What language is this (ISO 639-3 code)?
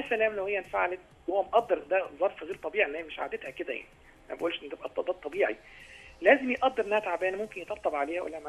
arz